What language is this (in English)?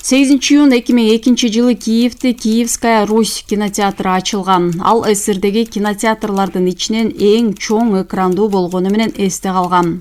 Kyrgyz